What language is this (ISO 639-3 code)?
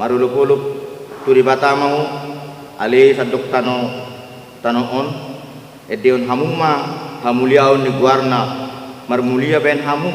bbc